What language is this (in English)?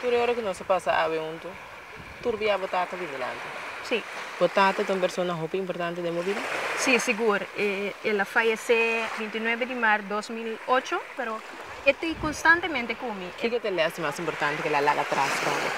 Papiamento